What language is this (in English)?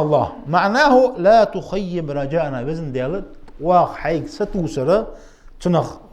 Ingush